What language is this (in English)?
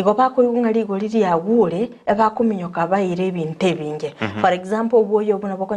Gusii